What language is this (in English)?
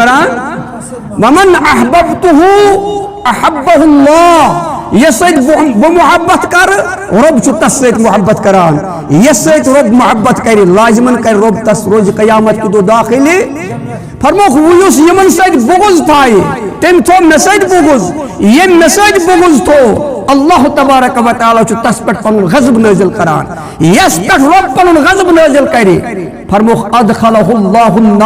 Kashmiri